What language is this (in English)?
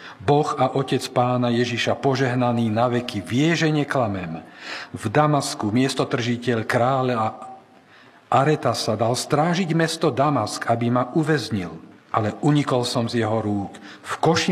Slovak